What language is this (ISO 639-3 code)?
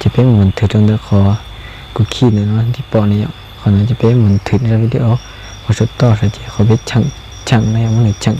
hmn